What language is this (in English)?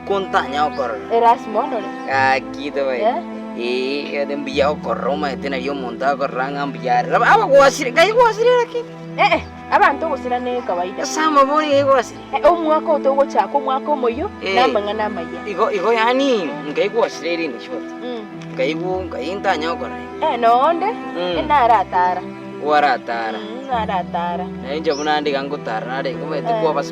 Gusii